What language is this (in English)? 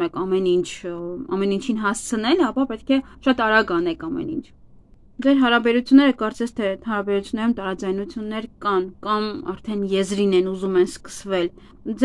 Armenian